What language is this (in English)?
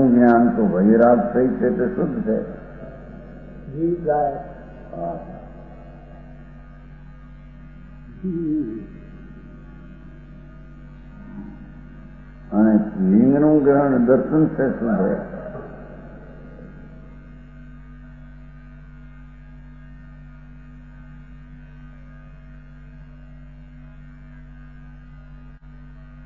Gujarati